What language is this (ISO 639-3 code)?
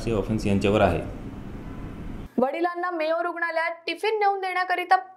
mar